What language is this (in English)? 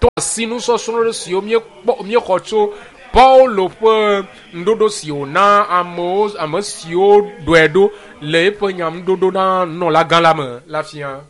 Ewe